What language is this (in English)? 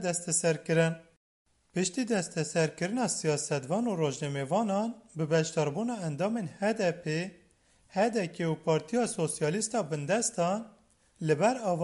Kurdish